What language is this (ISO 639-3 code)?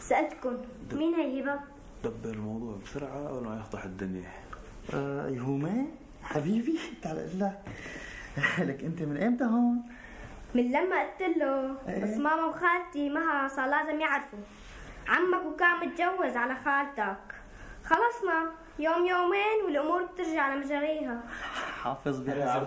apc